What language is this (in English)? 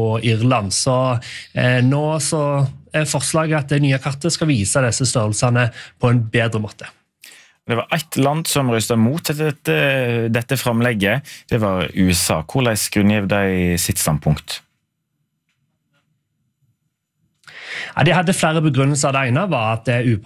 Norwegian